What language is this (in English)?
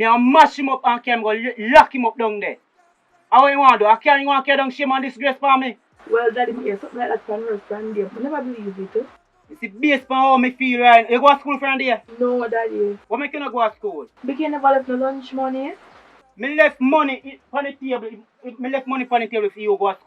Jamaican Creole English